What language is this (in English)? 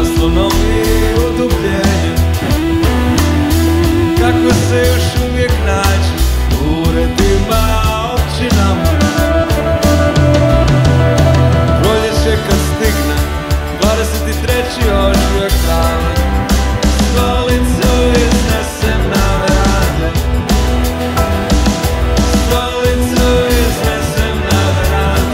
Croatian